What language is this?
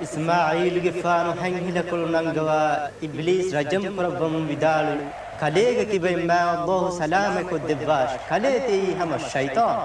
Divehi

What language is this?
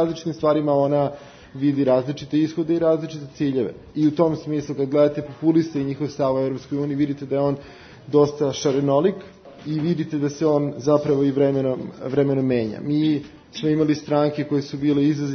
Serbian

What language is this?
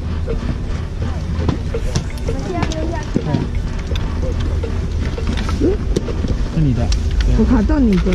Chinese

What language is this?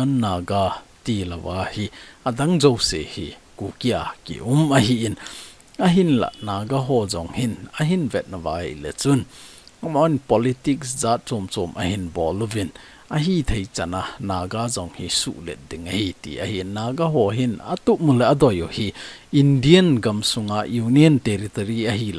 Thado Chin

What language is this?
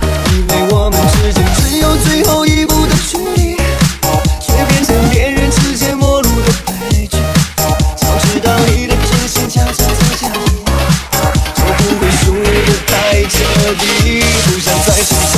Chinese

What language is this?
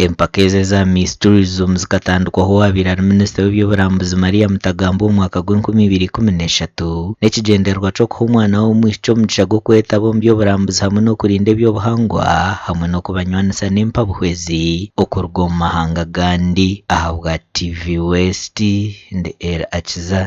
Nyankole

